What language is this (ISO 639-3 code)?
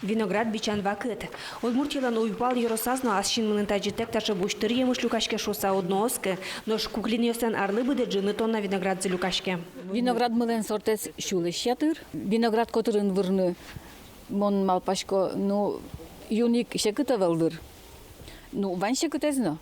udm